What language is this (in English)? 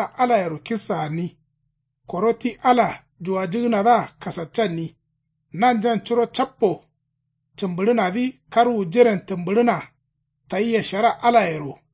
Kanuri